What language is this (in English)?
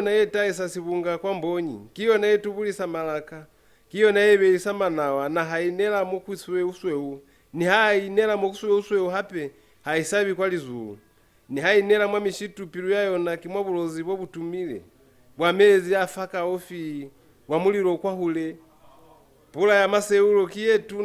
Lozi